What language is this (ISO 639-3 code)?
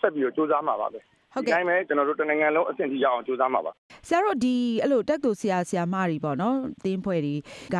mya